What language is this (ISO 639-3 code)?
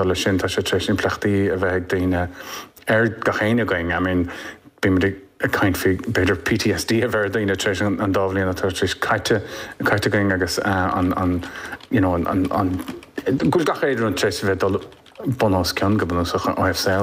gle